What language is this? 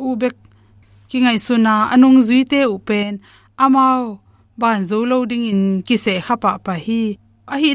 Tedim Chin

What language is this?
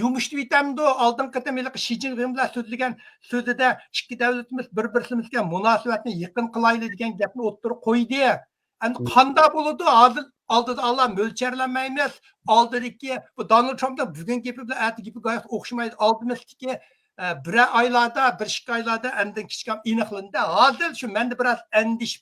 Uyghur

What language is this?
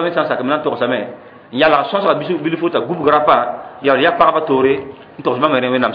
Mossi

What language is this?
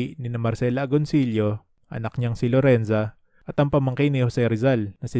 Filipino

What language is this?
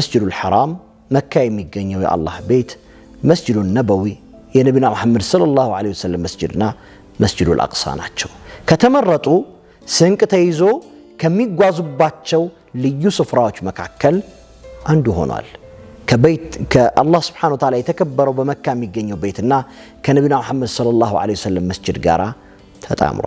Amharic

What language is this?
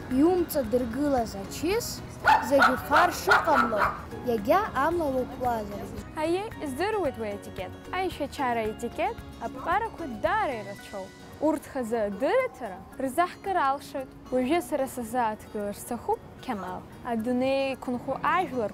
Abkhazian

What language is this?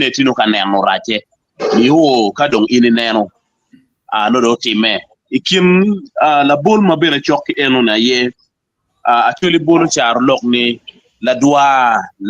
Acoli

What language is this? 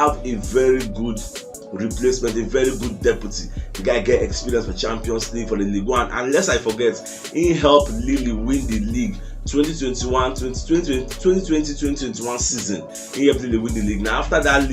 Nigerian Pidgin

